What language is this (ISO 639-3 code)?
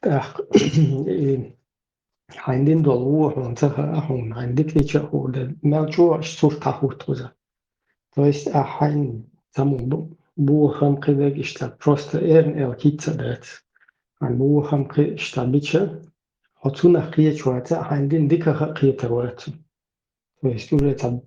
che